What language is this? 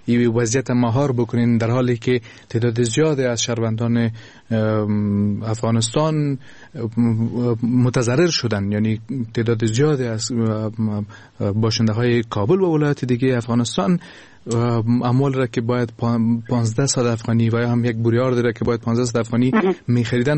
Persian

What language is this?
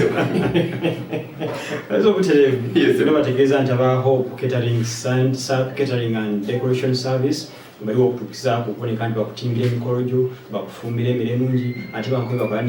Soga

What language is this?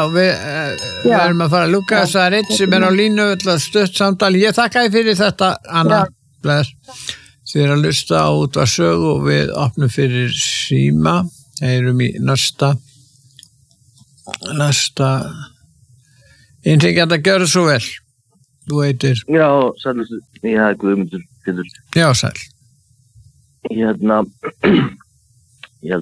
Icelandic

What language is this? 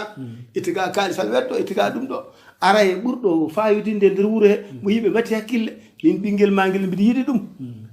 Fula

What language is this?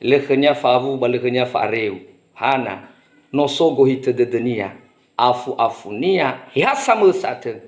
Nias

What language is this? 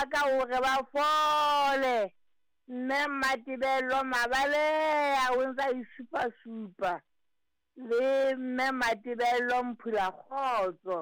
Southern Sotho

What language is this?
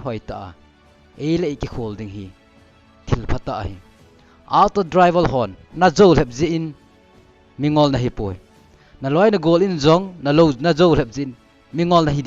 Thado Chin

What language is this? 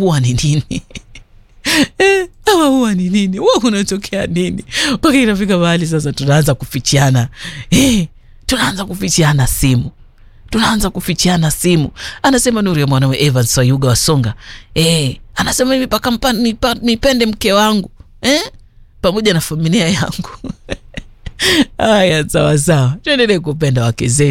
Swahili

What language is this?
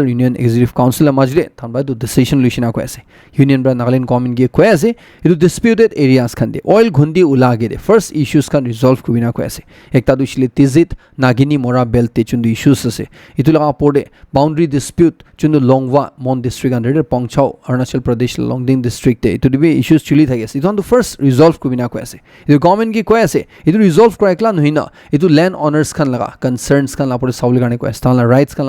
Naga Pidgin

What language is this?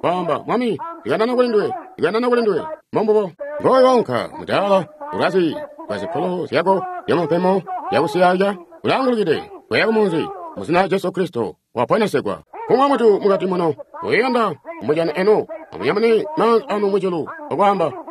Tonga (Zambia)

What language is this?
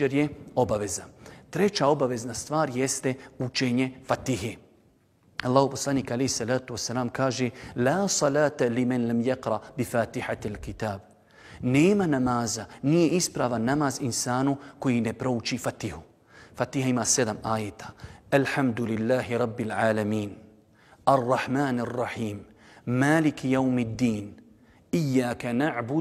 Bosnian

